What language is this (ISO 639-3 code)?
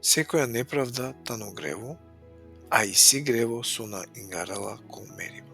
rmn